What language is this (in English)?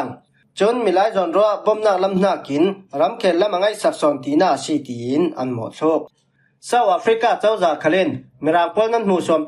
Falam Chin